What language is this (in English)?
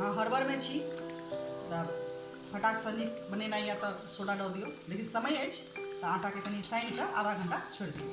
Maithili